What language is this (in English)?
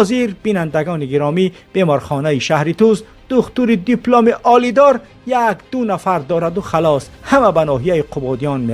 Tajik